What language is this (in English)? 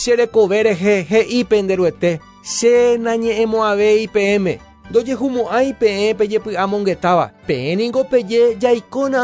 Guarani